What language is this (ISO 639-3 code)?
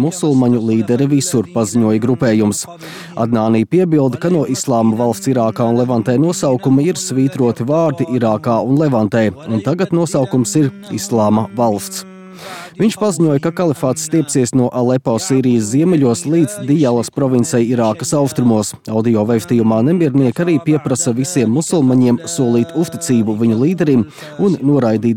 lav